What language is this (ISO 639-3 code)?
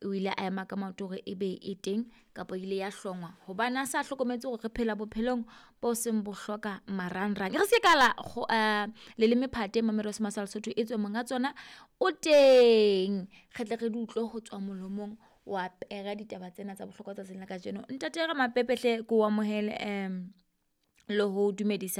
sot